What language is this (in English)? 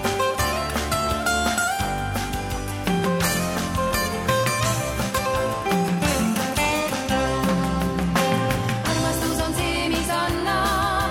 Estonian